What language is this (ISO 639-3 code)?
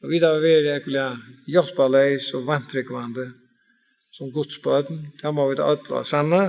fao